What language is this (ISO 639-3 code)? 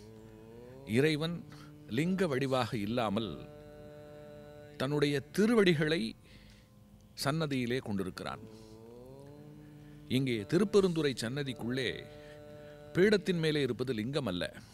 tam